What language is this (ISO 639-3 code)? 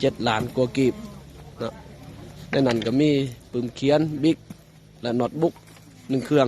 lao